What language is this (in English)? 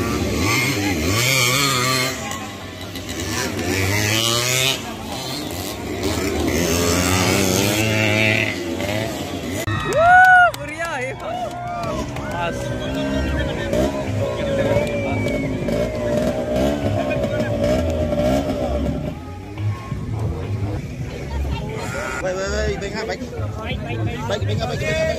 Malay